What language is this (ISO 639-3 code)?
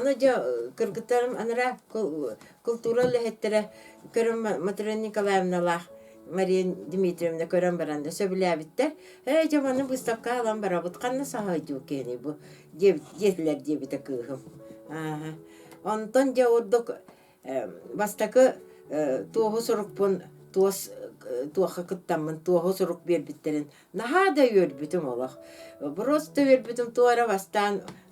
sah